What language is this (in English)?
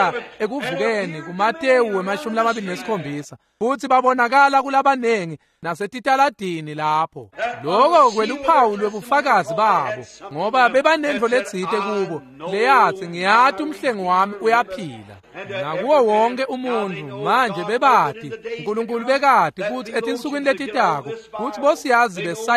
Swati